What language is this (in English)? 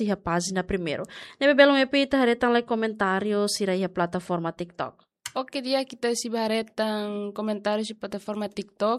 Tetum